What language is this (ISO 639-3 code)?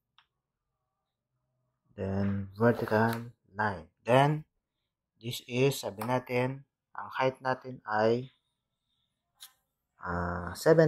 fil